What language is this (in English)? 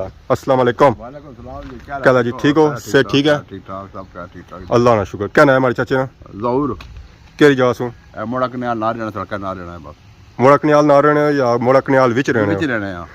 Pahari-Potwari